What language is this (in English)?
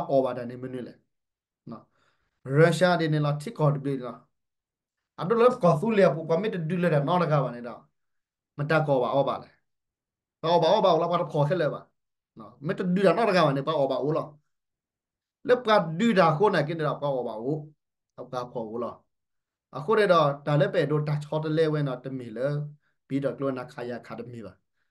S'gaw Karen